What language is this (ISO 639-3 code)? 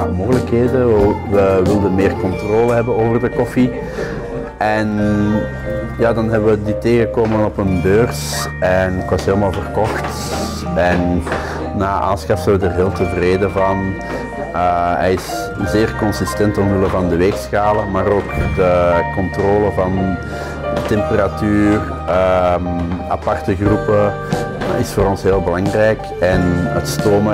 nld